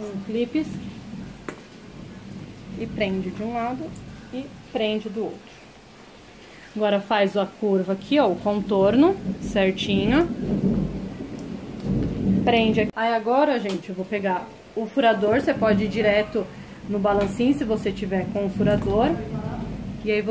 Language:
Portuguese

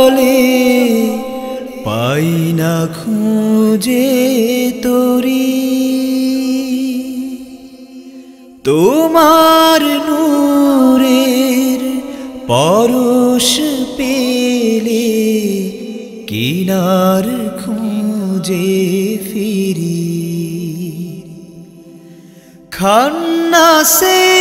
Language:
Bangla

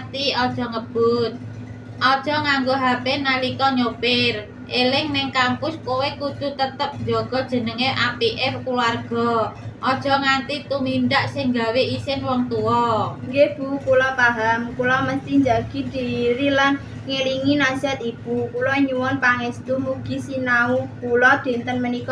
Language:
Javanese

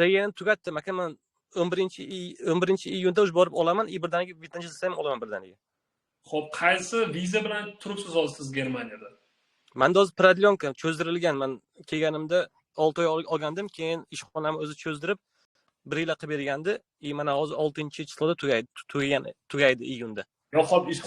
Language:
Uzbek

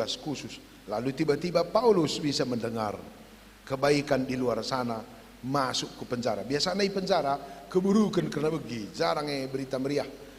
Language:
Batak Karo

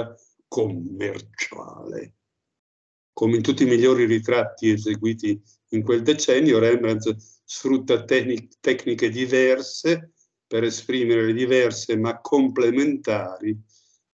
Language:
Italian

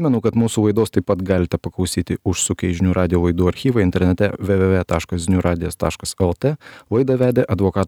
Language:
Lithuanian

